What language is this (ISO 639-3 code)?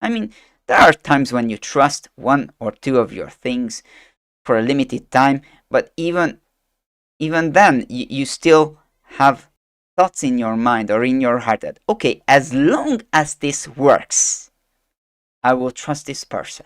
eng